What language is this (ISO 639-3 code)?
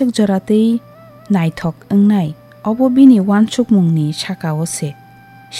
trp